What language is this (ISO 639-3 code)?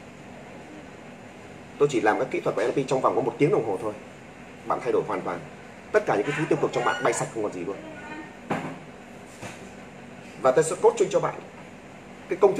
vie